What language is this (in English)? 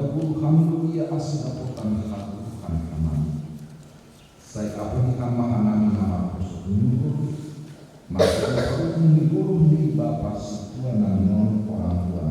Batak Simalungun